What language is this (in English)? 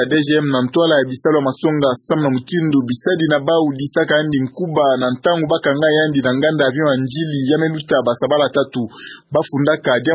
Kituba (Democratic Republic of Congo)